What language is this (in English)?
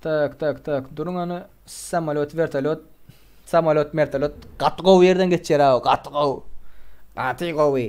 Turkmen